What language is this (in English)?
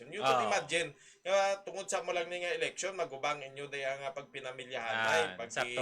Hiligaynon